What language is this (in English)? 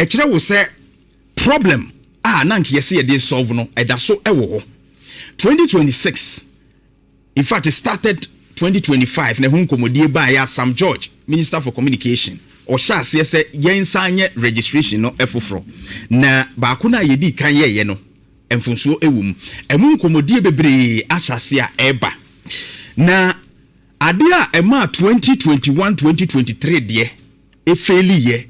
Akan